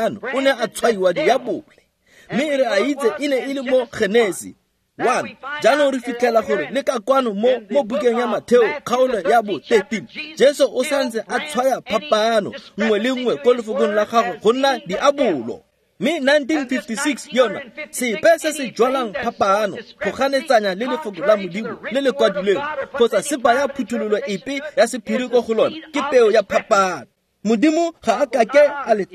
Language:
Tswana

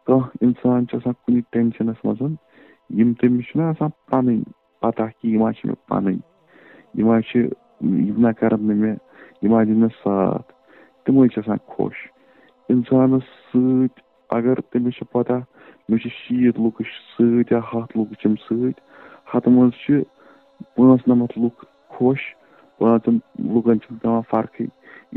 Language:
Kashmiri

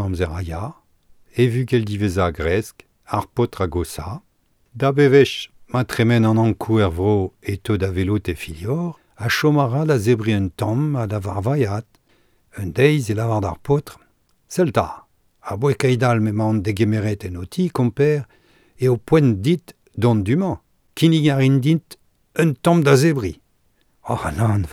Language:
Breton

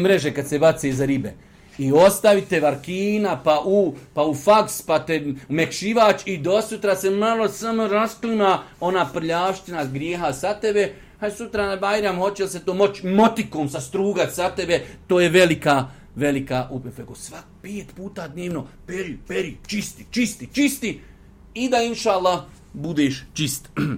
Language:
Bosnian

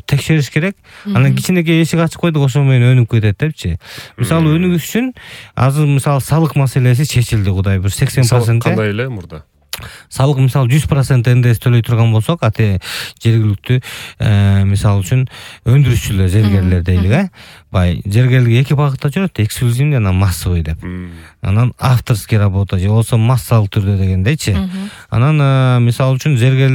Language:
Kyrgyz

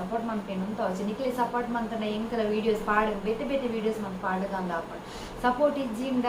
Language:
Tulu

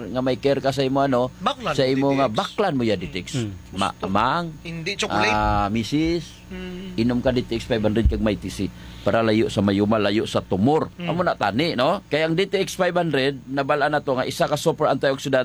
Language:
Hiligaynon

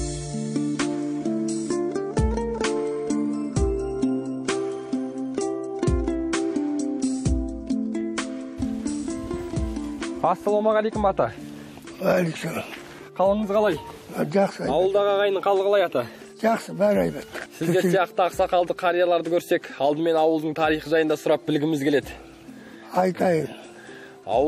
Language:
Kazakh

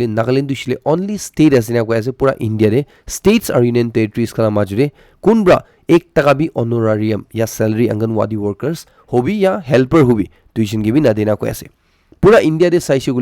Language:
Naga Pidgin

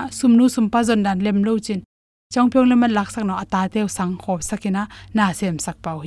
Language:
Tedim Chin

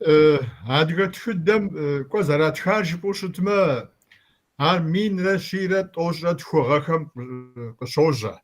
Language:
Kabardian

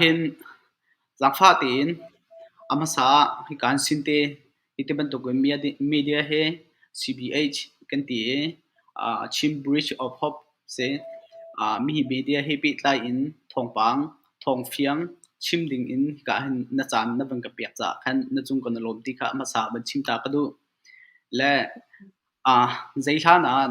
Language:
Hakha Chin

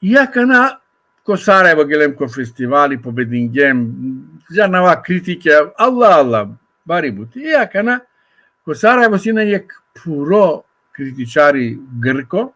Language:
Balkan Romani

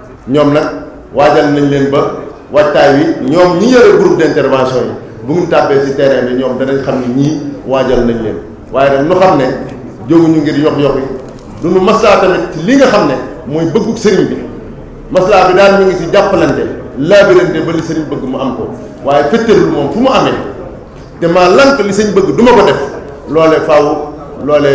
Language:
Wolof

